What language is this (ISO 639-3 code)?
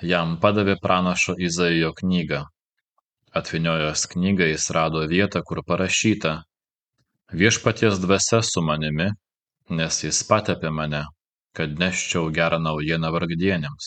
lit